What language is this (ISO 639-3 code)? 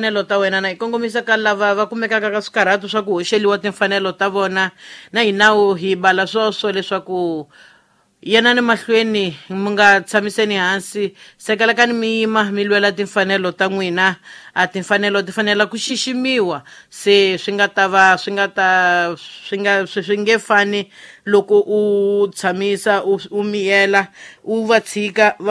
tso